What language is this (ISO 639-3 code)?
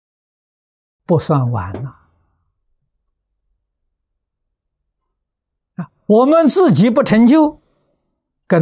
zho